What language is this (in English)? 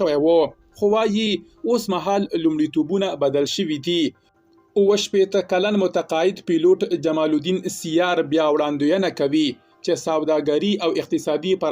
Pashto